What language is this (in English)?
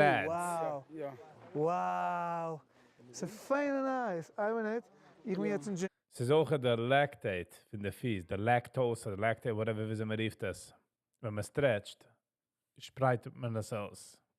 Yiddish